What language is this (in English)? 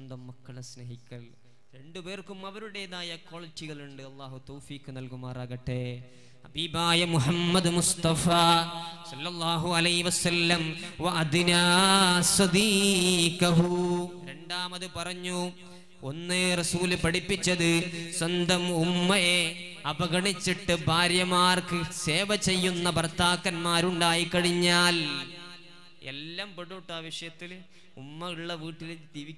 Malayalam